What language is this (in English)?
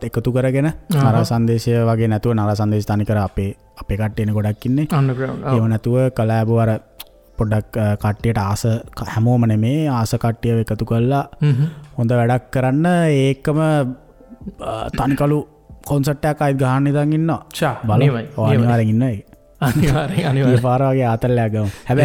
Sinhala